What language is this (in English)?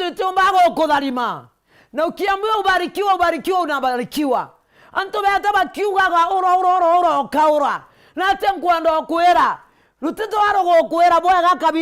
Meru